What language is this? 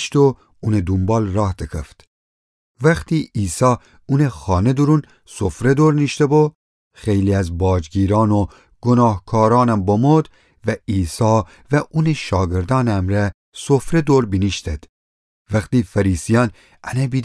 Gilaki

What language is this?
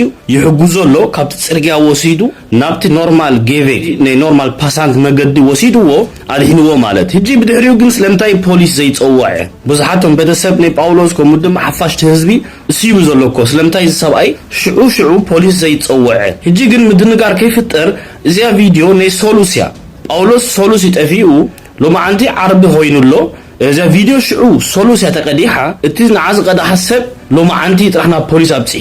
Tigrinya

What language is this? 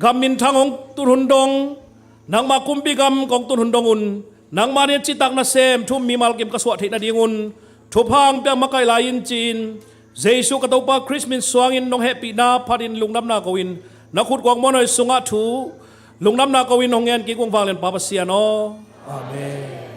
Tedim Chin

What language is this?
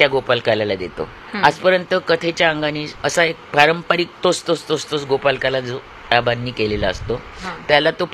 Marathi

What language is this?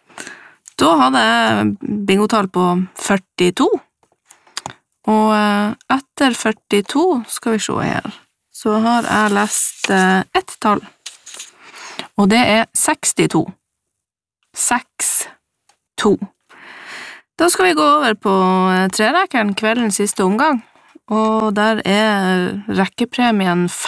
Norwegian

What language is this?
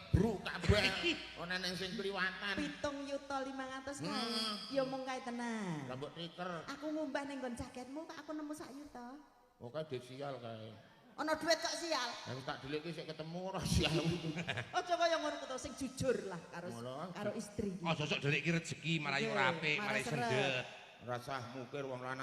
Javanese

